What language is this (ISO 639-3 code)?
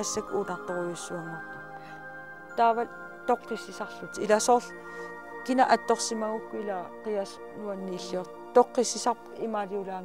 kal